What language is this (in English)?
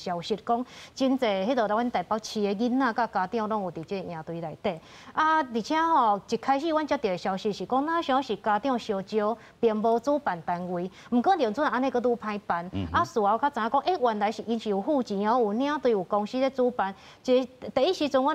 Min Nan Chinese